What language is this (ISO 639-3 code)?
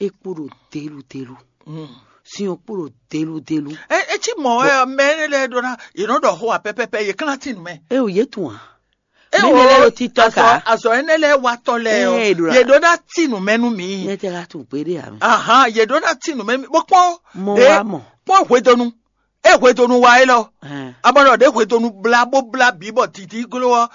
fon